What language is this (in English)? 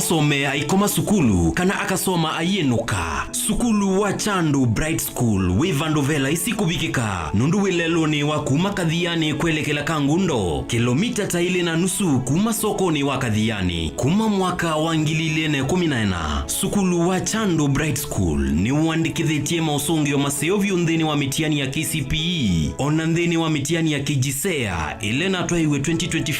Kamba